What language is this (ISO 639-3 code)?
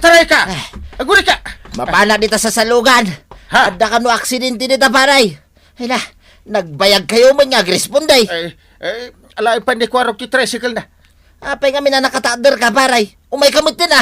ilo